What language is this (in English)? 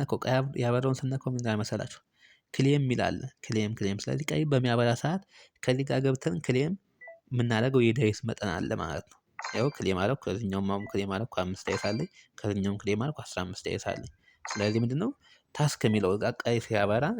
Amharic